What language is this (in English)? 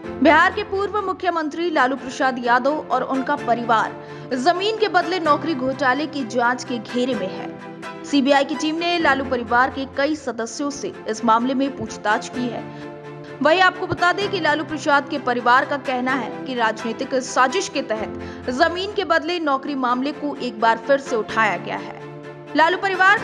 Hindi